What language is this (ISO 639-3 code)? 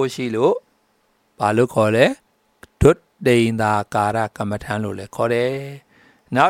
mya